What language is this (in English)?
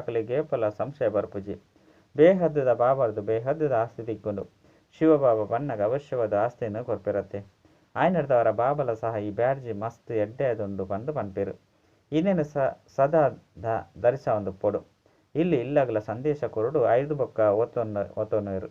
Tulu